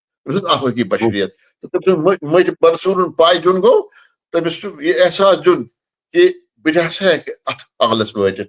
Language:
Kashmiri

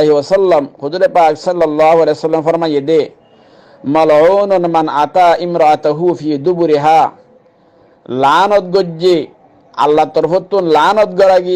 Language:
Rohingya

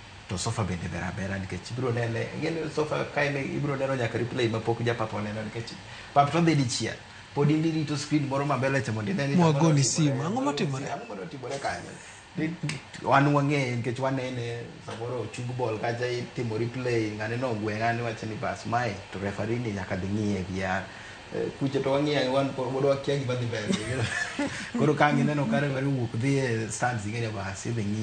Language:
Luo (Kenya and Tanzania)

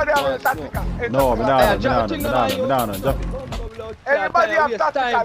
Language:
Jamaican Creole English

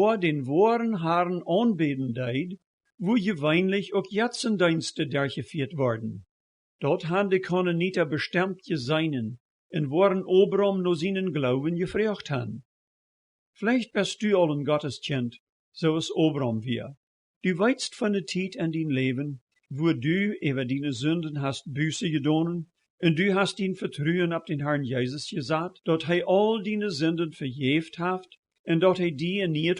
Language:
Plautdietsch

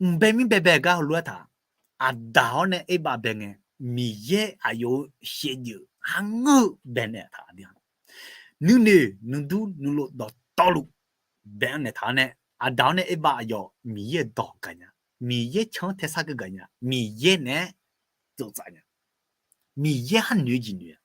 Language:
Akha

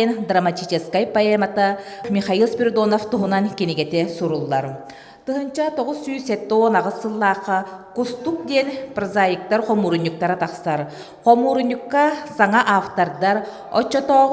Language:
Yakut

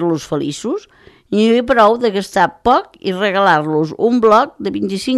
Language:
Catalan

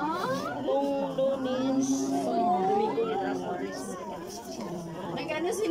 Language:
Filipino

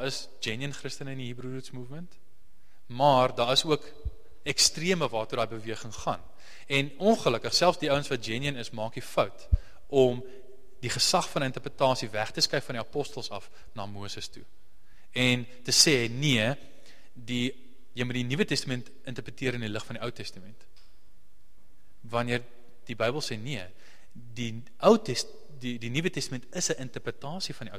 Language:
Afrikaans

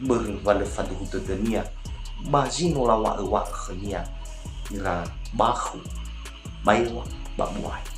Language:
Nias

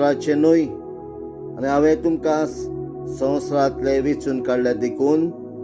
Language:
Konkani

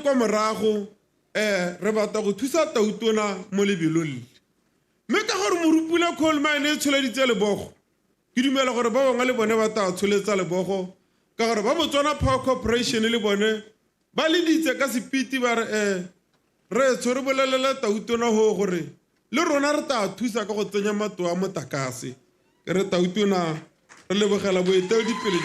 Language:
Tswana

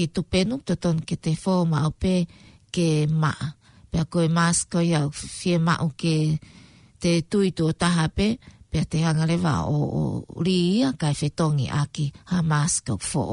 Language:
Tongan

